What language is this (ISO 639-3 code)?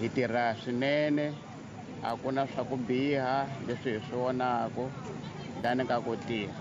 tso